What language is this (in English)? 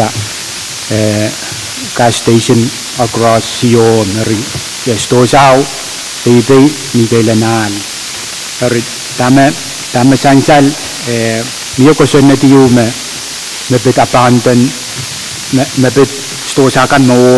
Pohnpeian